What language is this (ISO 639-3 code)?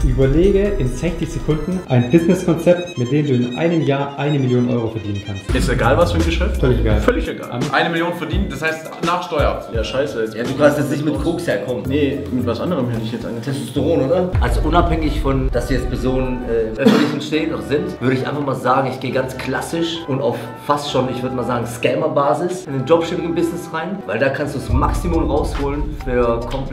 deu